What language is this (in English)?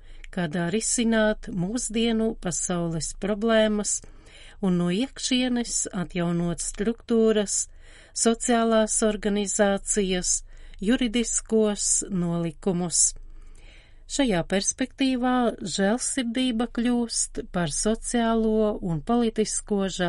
Latvian